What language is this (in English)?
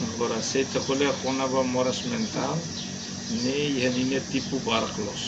Tetum